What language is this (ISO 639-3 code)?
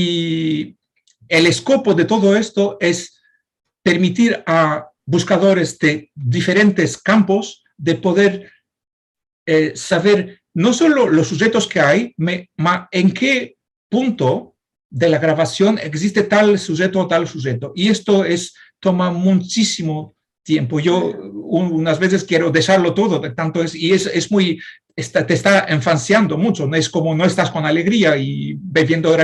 lad